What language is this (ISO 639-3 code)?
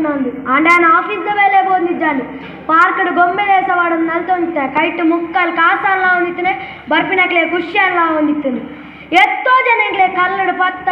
tcy